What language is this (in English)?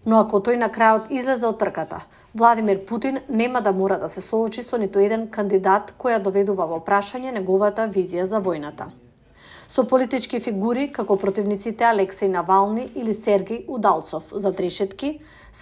Macedonian